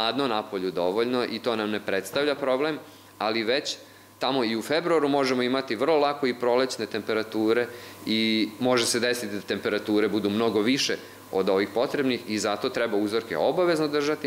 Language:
Serbian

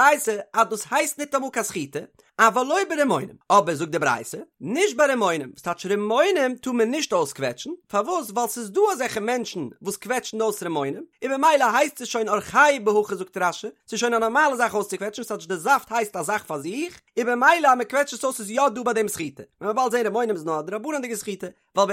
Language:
Yiddish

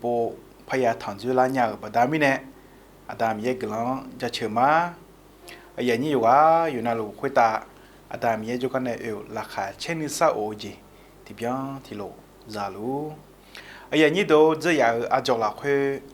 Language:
Akha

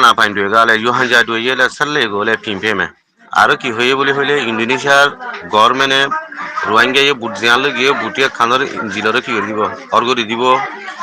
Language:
Rohingya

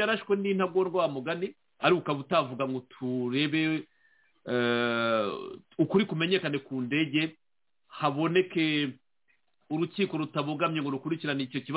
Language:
Kinyarwanda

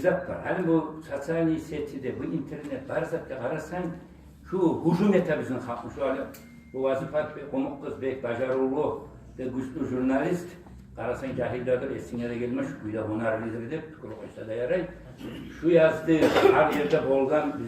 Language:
Kumyk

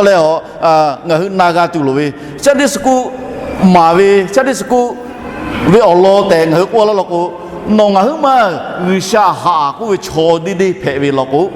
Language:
Lahu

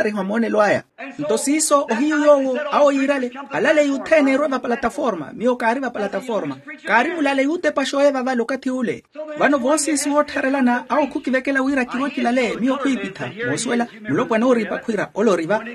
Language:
Makhuwa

